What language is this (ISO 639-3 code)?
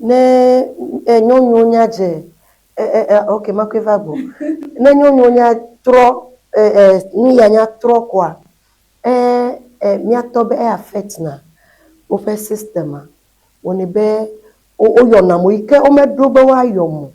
ewe